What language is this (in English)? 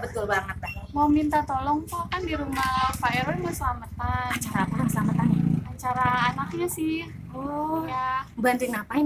Betawi